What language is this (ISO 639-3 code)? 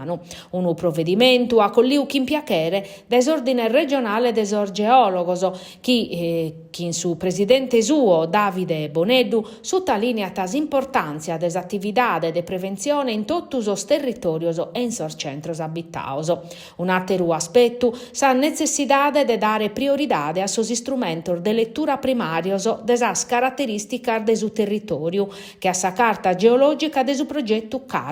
srd